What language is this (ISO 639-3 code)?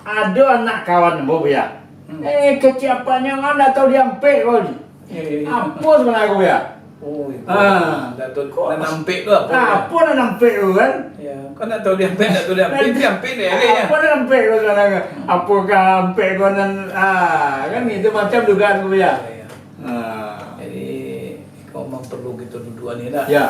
min